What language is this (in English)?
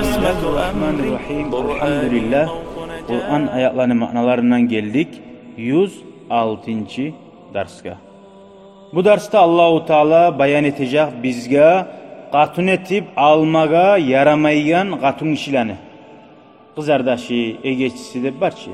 Kumyk